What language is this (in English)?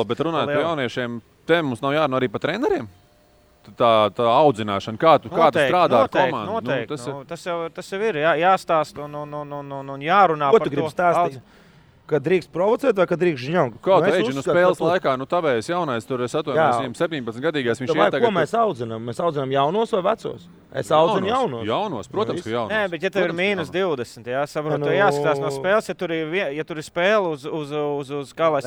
Latvian